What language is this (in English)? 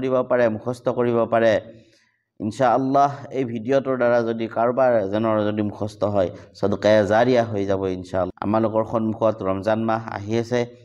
Assamese